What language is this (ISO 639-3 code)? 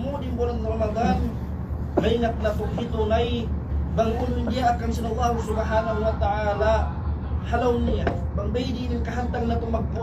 tsg